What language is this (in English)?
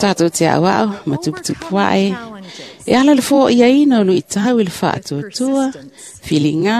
Samoan